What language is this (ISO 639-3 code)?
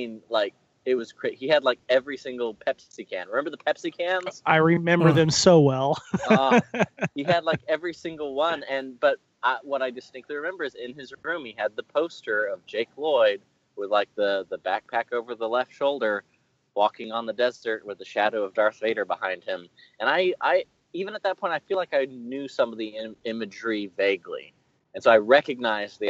eng